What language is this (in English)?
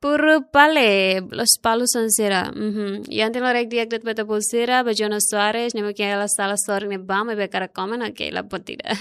Tetum